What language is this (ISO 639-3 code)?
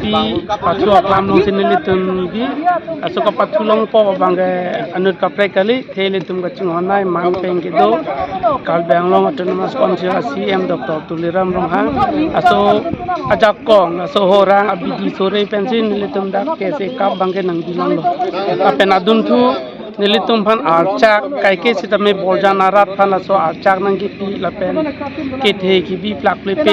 mjw